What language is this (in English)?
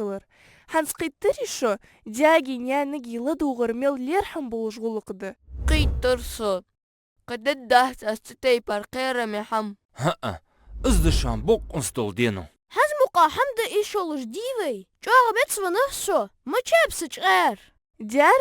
Ingush